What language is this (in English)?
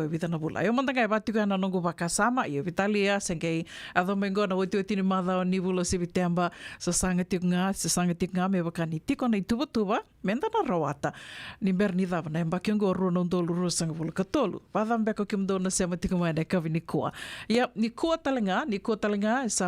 Fijian